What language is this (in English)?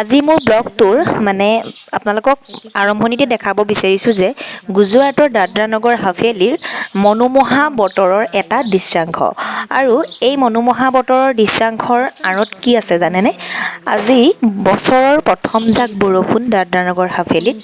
Assamese